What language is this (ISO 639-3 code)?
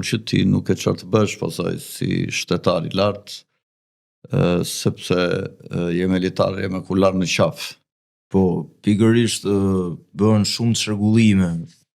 sqi